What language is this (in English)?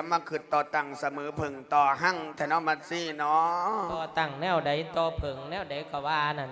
Lao